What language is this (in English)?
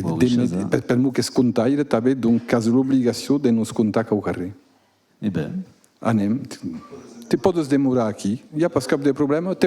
Occitan